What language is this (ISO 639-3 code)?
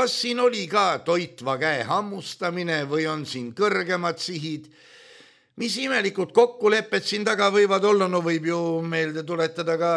est